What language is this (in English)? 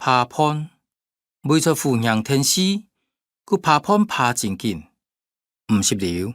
Hakka Chinese